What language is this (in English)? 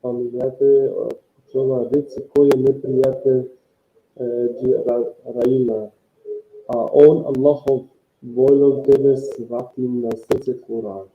Balkan Romani